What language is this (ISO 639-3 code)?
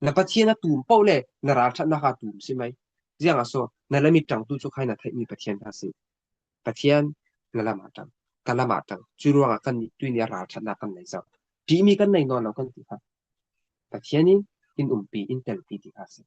cfm